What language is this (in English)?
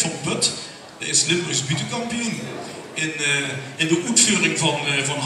Limburgish